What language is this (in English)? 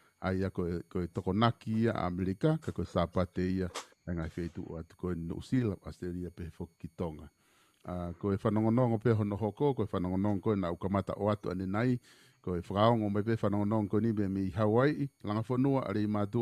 Tongan